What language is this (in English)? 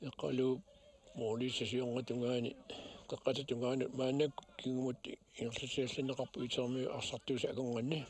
Kalaallisut